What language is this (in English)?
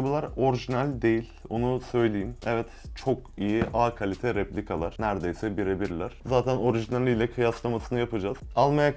Turkish